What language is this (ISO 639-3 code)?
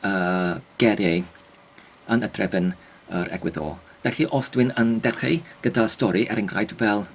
cym